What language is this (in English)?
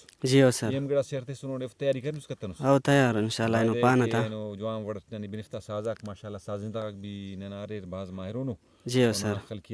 Brahui